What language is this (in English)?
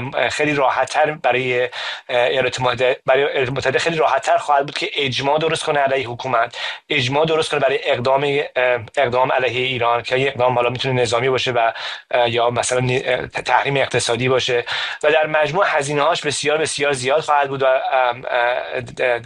Persian